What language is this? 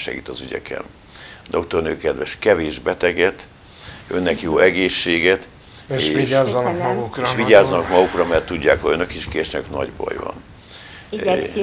Hungarian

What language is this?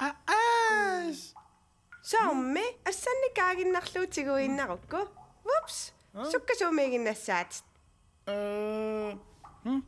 Kalaallisut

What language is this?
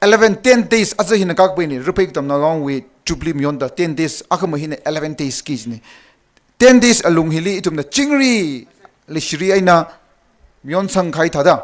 Tangkhul Naga (India)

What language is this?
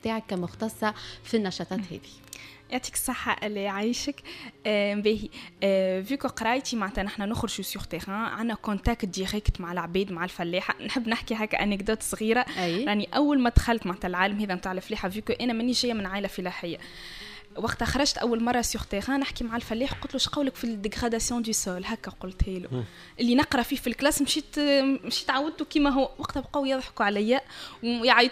Tunisian Arabic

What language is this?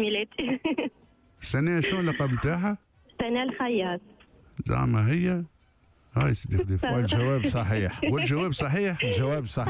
Tunisian Arabic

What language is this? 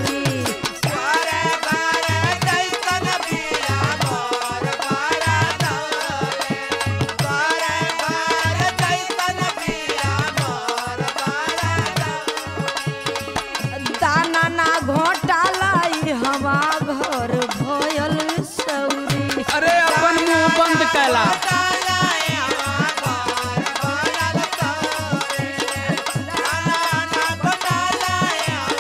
Bhojpuri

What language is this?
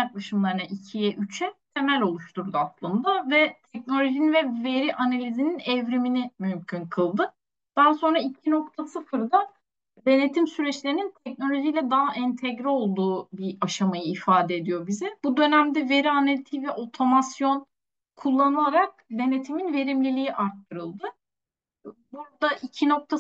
Turkish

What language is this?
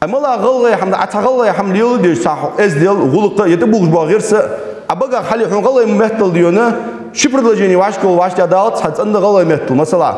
Ingush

